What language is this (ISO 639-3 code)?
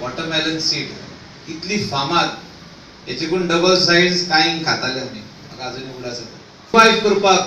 kok